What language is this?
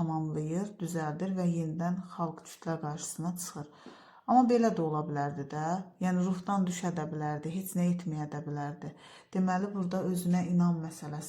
Azerbaijani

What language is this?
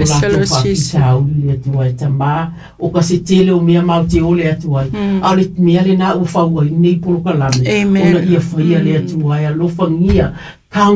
Samoan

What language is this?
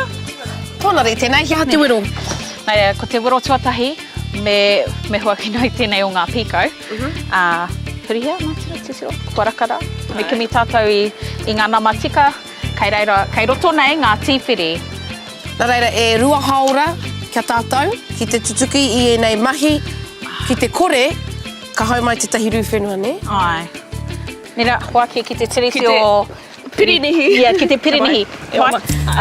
Māori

